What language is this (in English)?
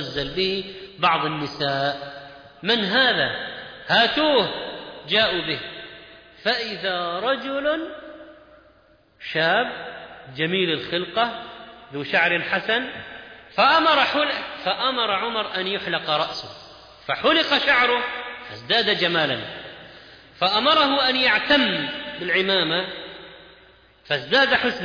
Arabic